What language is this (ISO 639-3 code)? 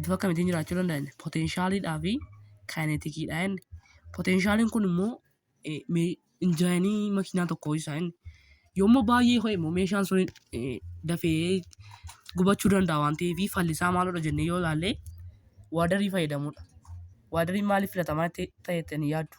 orm